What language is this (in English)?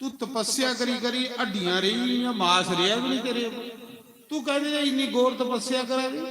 Dogri